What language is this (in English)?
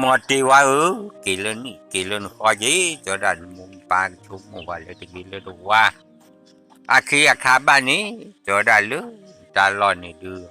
S'gaw Karen